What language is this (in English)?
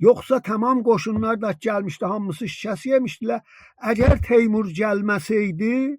South Azerbaijani